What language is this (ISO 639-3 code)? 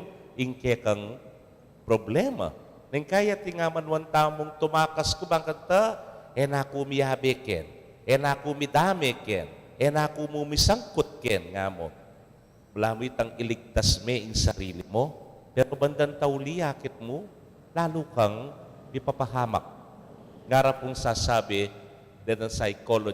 pam